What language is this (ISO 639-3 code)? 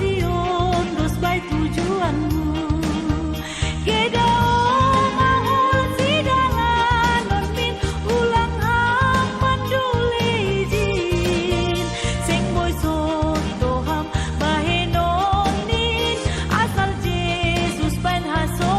bts